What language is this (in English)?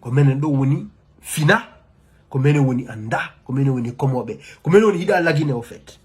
Fula